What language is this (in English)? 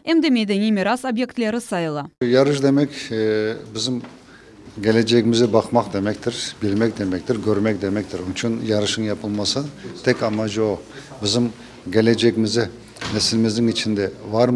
Crimean Tatar